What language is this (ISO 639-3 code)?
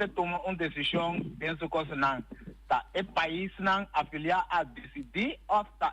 pap